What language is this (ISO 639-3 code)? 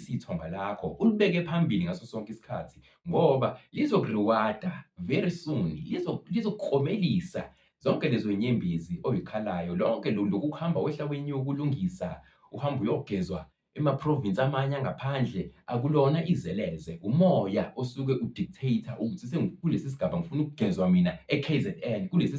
zul